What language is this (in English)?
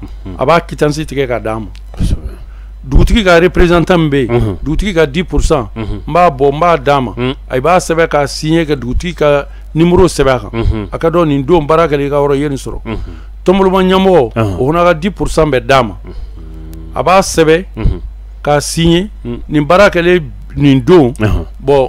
Bambara